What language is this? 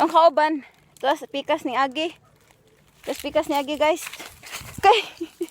Cebuano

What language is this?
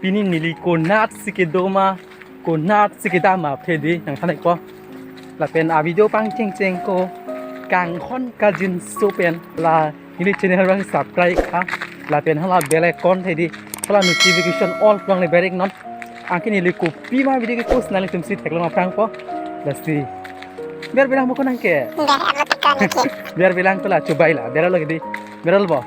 Karbi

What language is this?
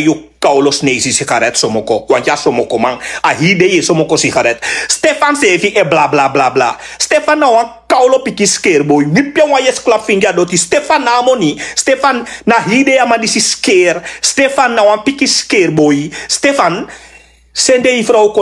Sranan Tongo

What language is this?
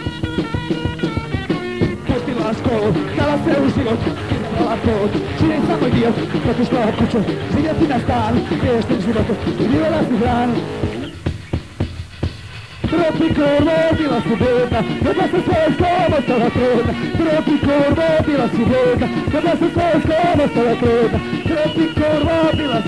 Croatian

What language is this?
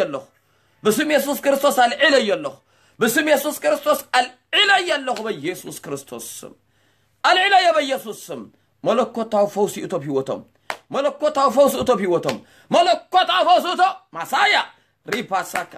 Tigrinya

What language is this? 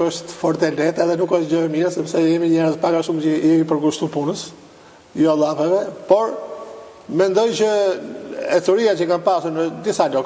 Albanian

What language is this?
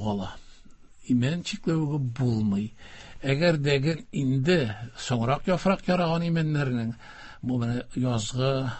Tatar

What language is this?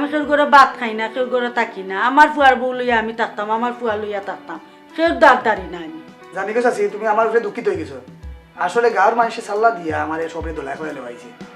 Sylheti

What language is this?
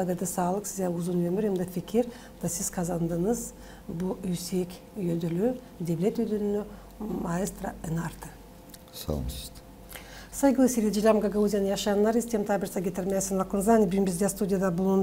Gagauz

